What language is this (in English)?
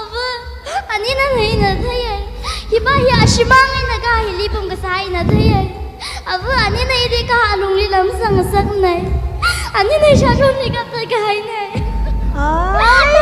Tangkhul Naga (India)